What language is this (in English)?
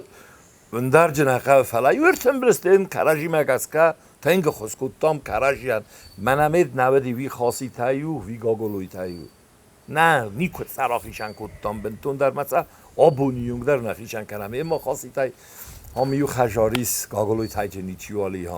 Ossetic